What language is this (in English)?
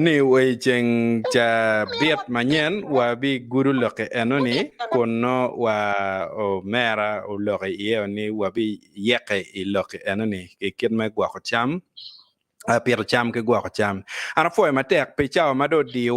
Acoli